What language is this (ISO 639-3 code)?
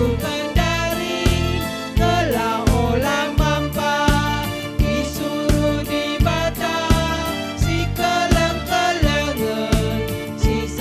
btx